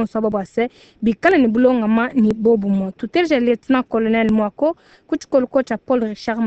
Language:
Luba-Lulua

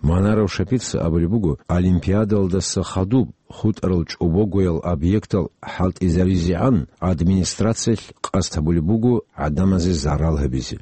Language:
Avaric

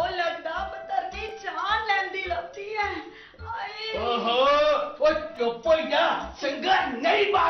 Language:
Punjabi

